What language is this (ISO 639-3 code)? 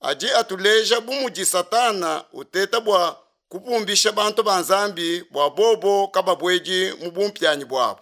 lua